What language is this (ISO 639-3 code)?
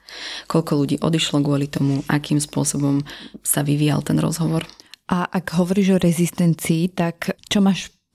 slk